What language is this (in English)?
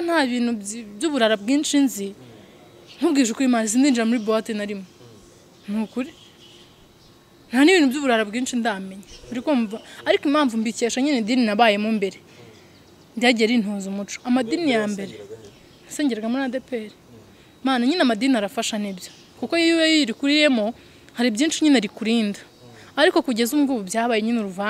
Kinyarwanda